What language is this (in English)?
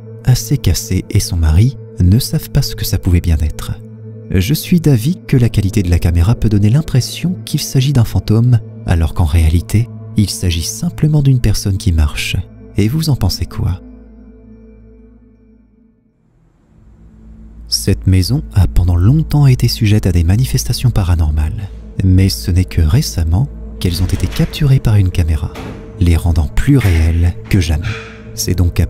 French